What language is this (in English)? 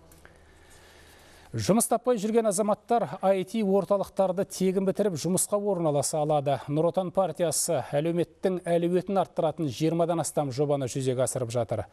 Kazakh